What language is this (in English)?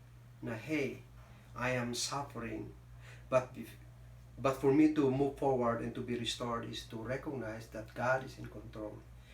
Kankanaey